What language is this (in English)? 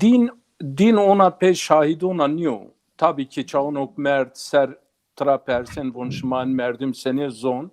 Zaza